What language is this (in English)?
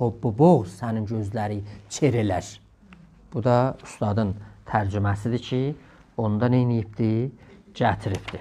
South Azerbaijani